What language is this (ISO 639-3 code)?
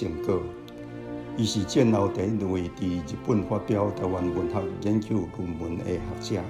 nan